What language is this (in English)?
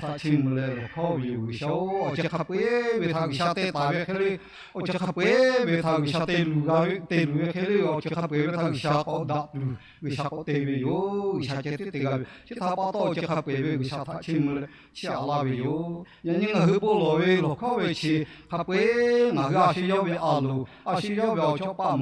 Lahu